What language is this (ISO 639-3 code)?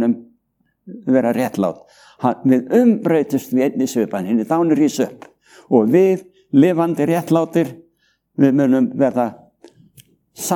isl